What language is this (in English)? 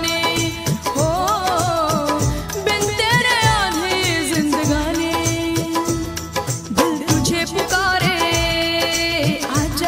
Bhojpuri